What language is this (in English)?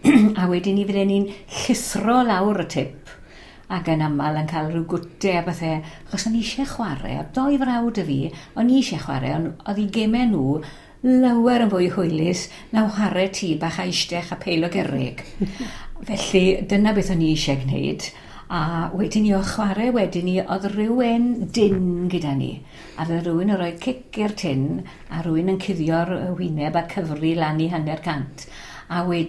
Welsh